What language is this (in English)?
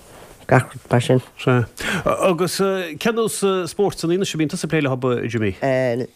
Irish